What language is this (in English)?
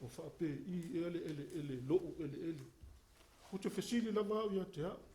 Samoan